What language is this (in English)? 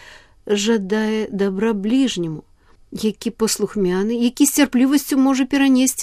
Belarusian